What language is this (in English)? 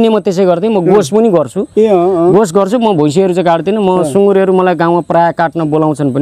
Nepali